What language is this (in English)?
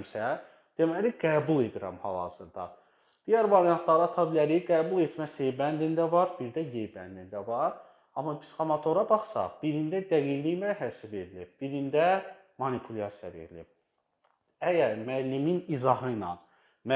Azerbaijani